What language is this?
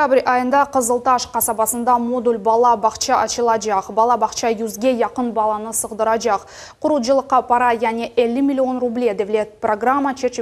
Crimean Tatar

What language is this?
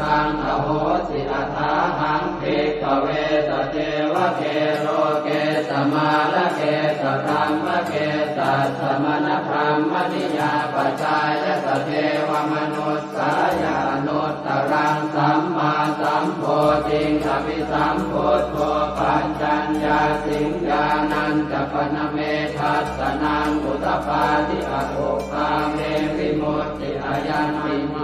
Pali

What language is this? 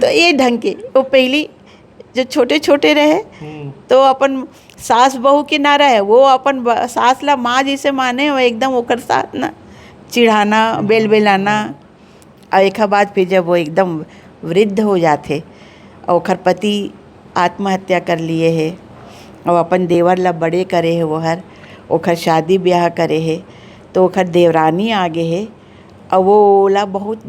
Chhattisgarhi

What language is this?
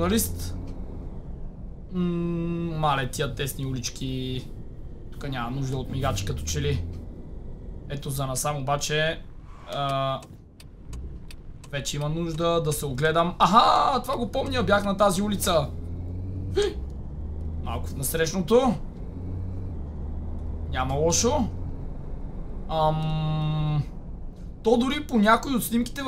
Bulgarian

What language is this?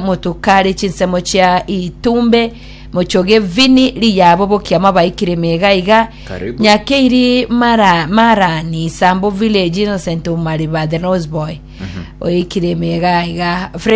Gusii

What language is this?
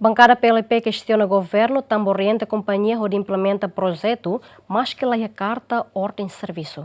Tetum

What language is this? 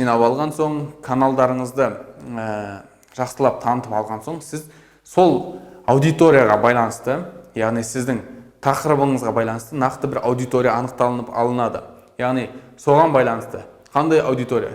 Kazakh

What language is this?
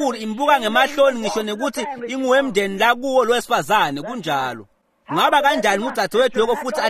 Swati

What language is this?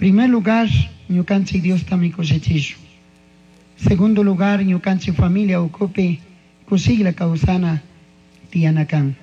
Chimborazo Highland Quichua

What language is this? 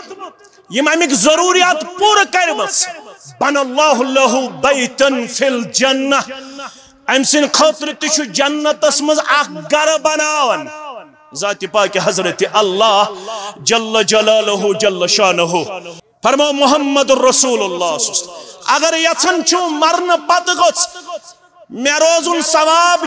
Kashmiri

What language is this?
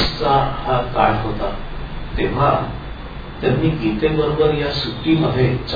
Marathi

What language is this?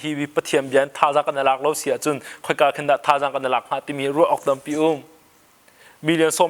Hakha Chin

